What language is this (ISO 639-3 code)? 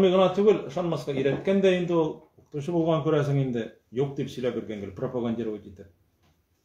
tat